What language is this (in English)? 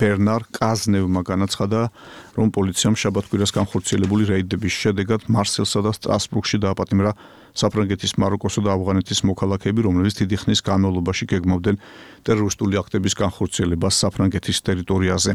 Georgian